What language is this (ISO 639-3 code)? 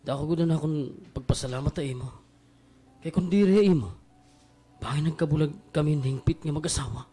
war